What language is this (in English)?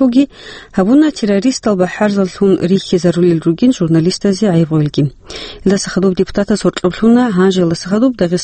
Avaric